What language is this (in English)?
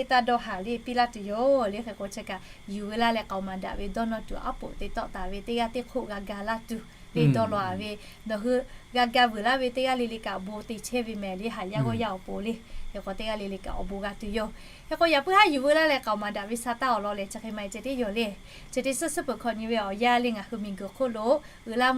Lahu